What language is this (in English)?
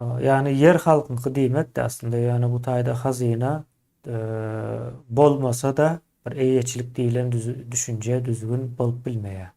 Turkmen